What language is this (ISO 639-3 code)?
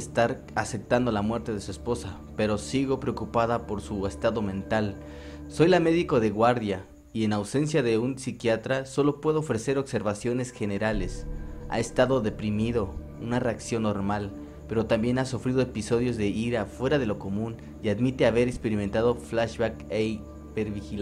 spa